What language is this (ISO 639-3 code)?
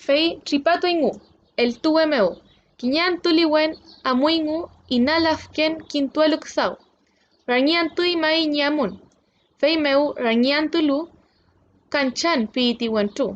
arn